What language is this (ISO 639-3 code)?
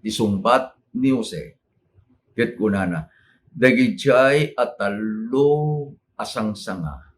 ilo